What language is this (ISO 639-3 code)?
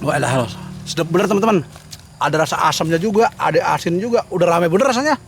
bew